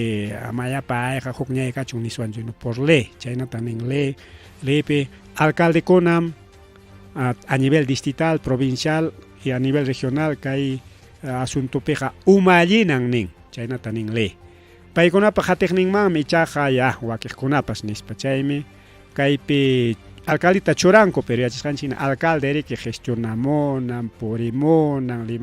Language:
Ayacucho Quechua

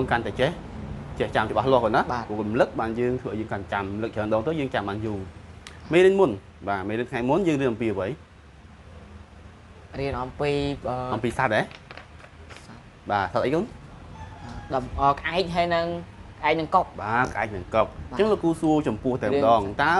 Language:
Khmer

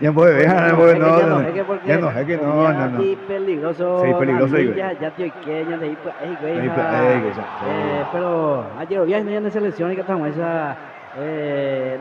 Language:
Guarani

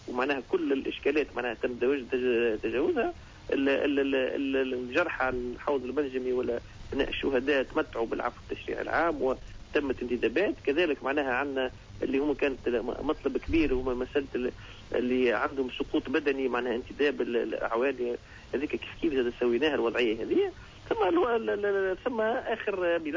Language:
Tunisian Arabic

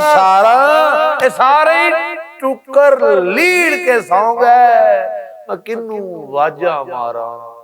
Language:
Western Panjabi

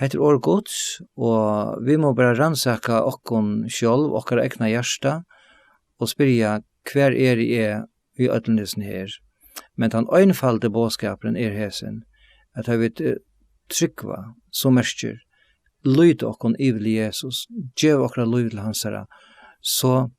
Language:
Faroese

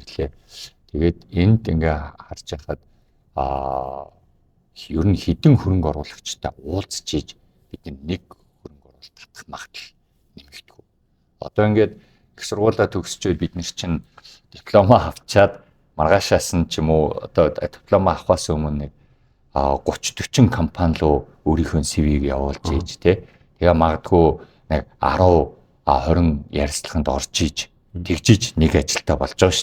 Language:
Mongolian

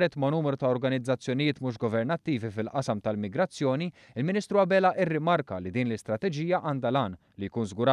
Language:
Maltese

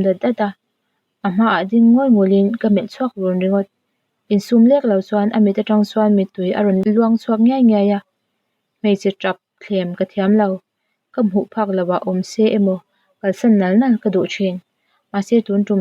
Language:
Mizo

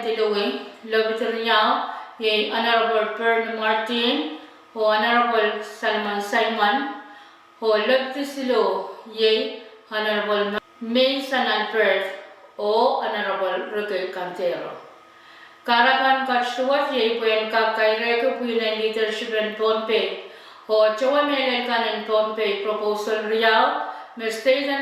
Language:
Pohnpeian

